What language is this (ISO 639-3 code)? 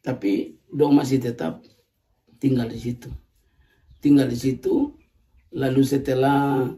abs